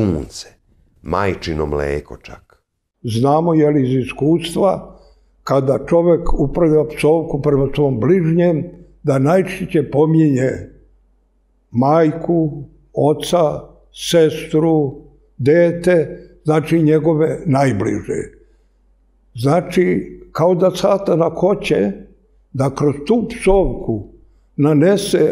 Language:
Serbian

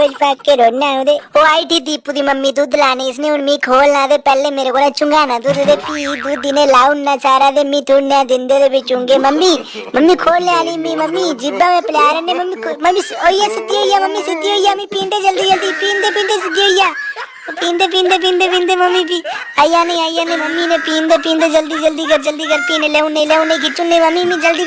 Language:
Dogri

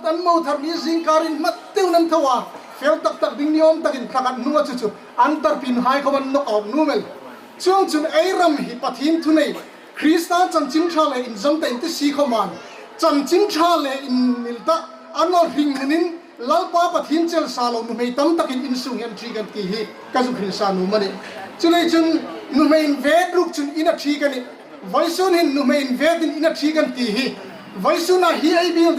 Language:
Hmar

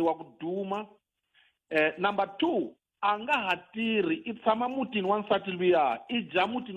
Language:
Tsonga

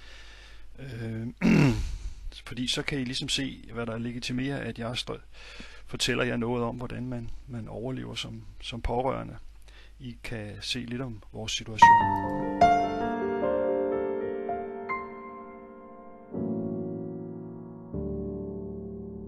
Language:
Danish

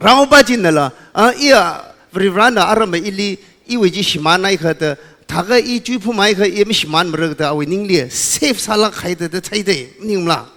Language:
Tangkhul Naga (India)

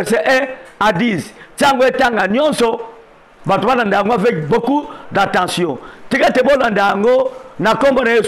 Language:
Lingala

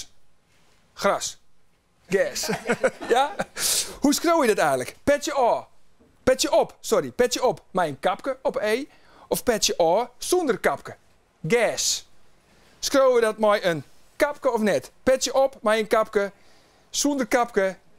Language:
Western Frisian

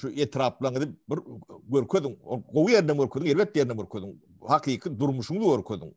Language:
Turkmen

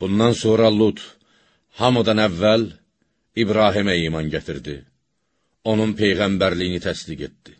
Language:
Azerbaijani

